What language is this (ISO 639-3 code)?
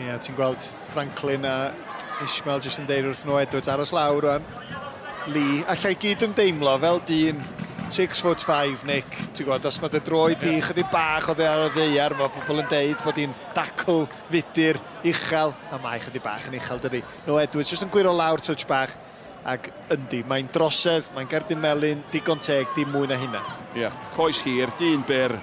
cym